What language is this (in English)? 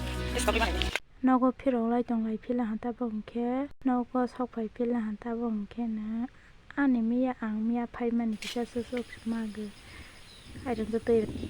Kok Borok